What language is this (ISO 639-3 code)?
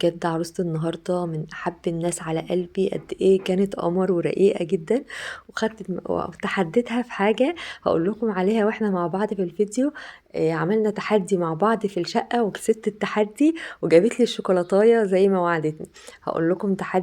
arz